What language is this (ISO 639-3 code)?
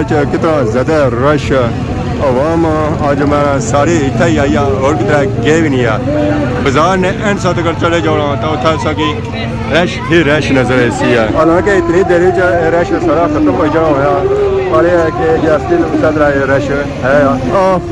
phr